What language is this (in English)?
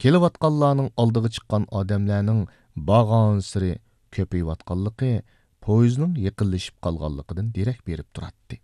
Uyghur